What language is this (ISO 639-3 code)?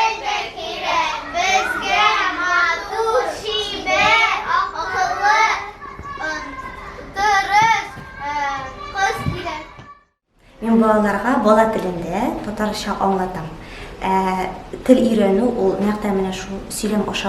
tat